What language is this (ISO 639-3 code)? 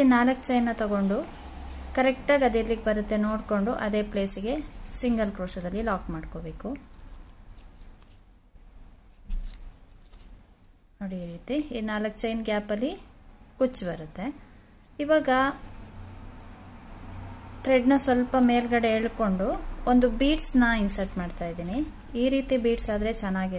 kan